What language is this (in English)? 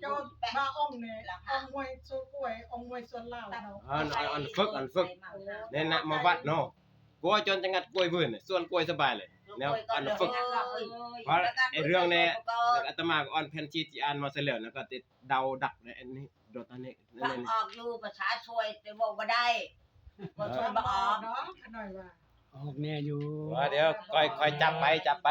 Northeastern Thai